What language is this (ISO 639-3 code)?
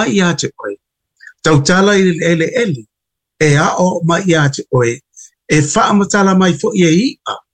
smo